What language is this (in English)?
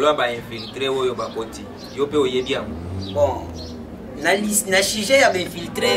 Lingala